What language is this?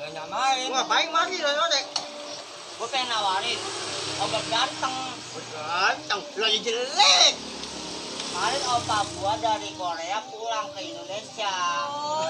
Betawi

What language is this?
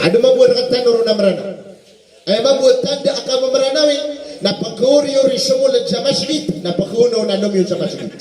Maranao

